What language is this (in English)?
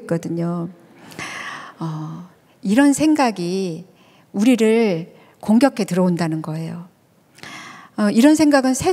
Korean